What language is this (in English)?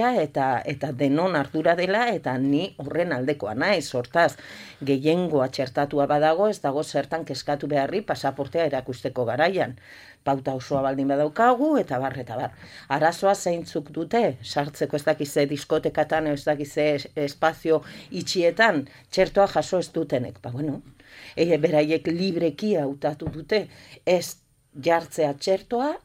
Basque